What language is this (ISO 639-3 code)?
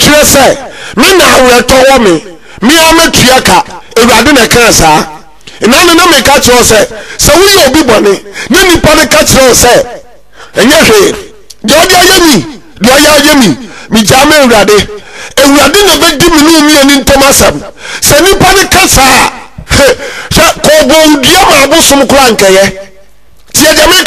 aka